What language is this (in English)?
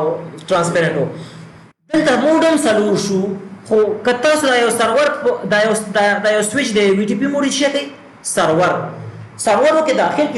Pashto